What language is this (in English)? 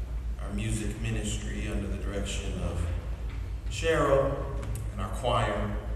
English